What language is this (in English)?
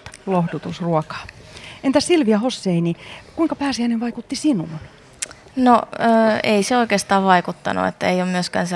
Finnish